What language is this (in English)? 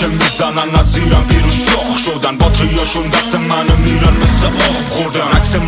Persian